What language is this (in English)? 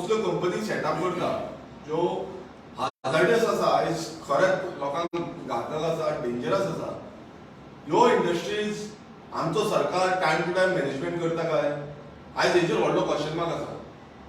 Konkani